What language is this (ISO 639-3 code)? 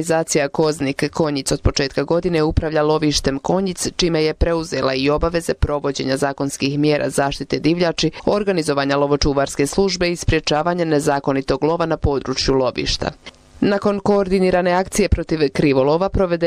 bos